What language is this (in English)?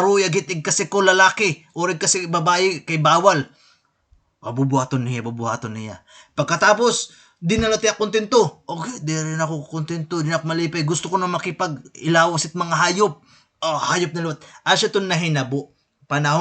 Waray